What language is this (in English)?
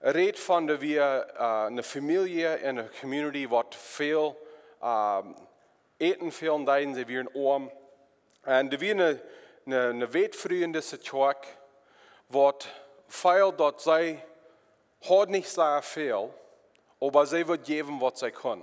Plautdietsch